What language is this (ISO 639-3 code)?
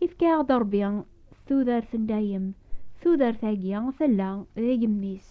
kab